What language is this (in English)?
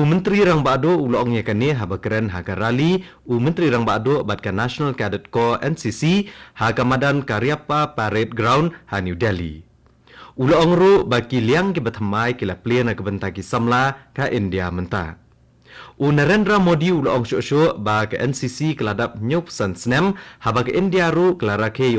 Khasi